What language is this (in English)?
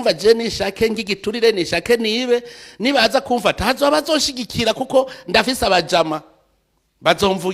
Rundi